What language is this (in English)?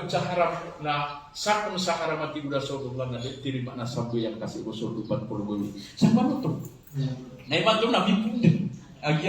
Maranao